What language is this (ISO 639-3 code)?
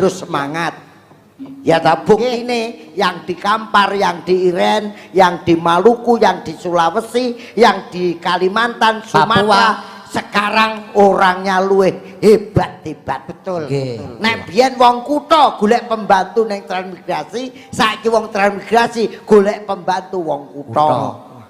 jav